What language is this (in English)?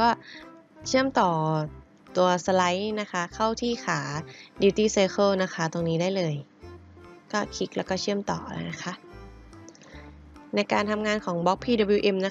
Thai